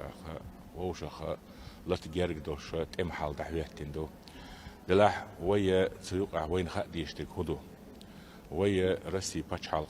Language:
Chechen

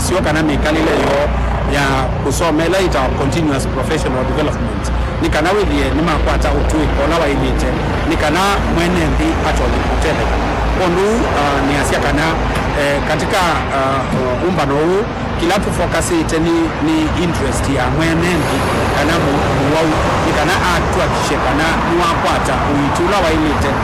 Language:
Kamba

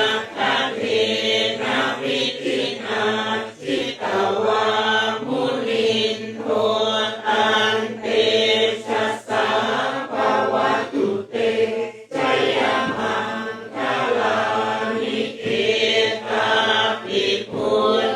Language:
Pali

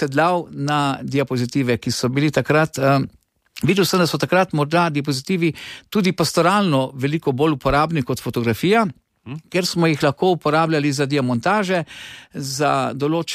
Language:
Slovenian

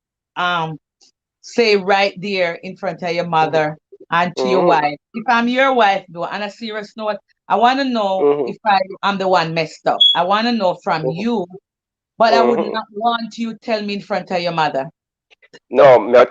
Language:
Jamaican Creole English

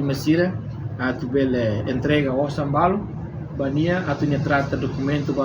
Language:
Tetum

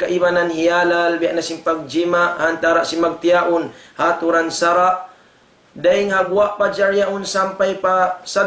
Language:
Tausug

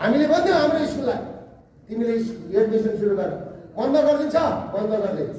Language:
Nepali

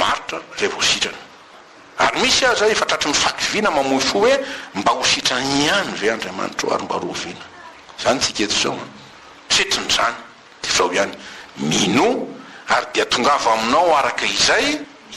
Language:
Malagasy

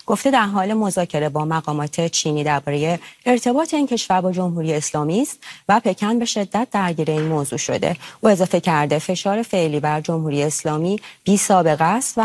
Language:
Persian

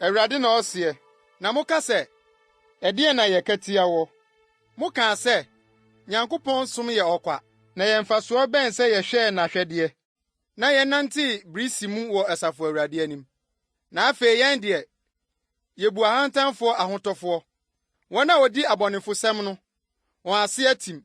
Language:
Akan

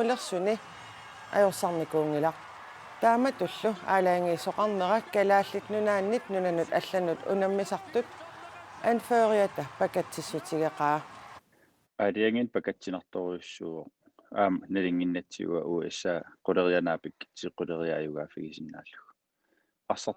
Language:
Kalaallisut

